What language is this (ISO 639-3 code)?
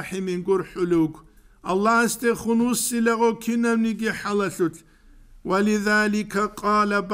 ava